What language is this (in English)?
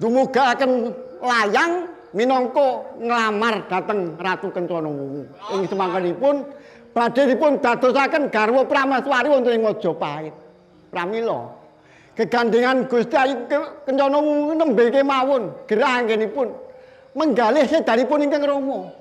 Javanese